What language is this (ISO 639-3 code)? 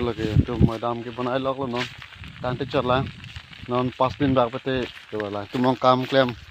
mjw